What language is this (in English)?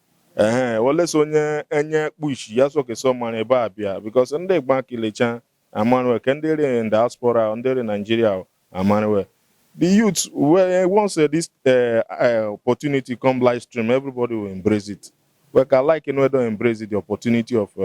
Igbo